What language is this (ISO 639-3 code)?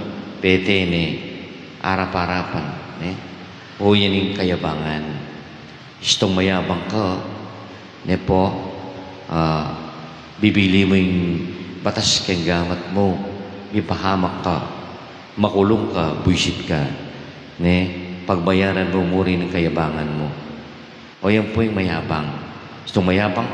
pam